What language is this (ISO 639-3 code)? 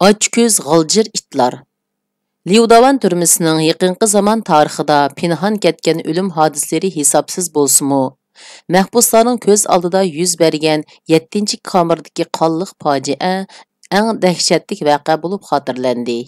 uig